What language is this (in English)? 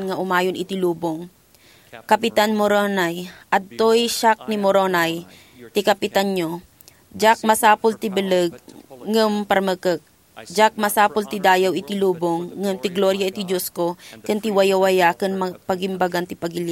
Iloko